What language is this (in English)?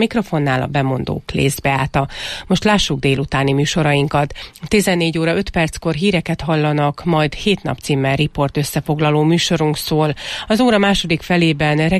Hungarian